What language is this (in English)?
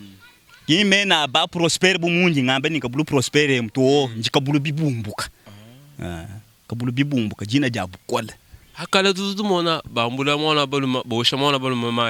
Luba-Lulua